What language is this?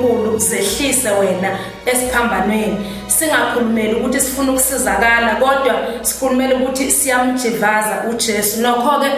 Zulu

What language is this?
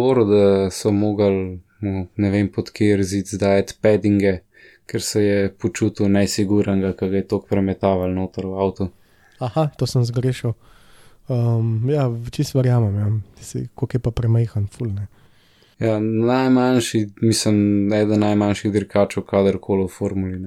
Slovenian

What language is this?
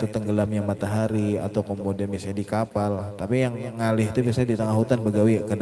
Banjar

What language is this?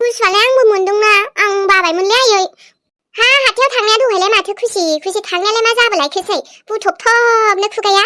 Bodo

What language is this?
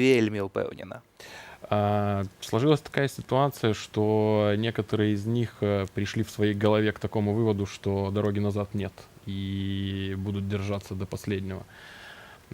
Belarusian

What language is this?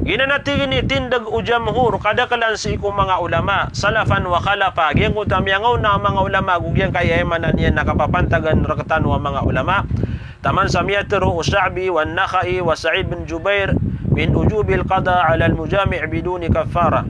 Maranao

